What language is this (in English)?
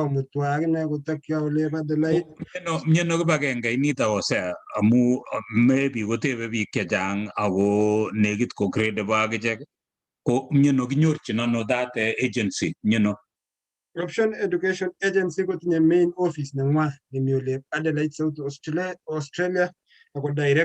Kalenjin